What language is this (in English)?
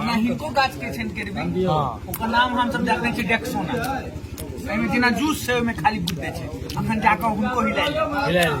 Maithili